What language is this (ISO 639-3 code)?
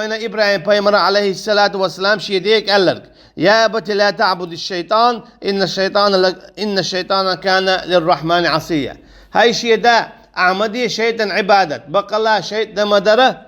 che